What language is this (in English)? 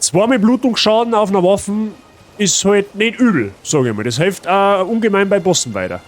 Bavarian